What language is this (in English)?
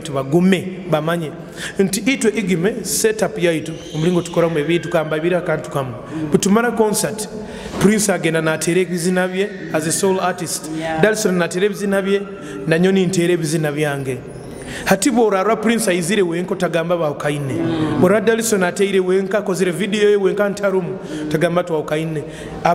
Nyoro